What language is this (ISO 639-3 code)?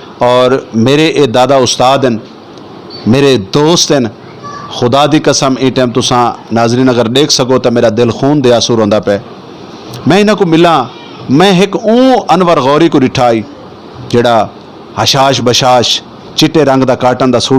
skr